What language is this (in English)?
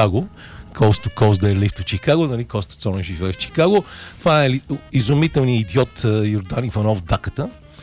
Bulgarian